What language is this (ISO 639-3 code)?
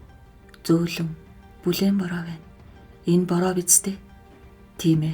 mon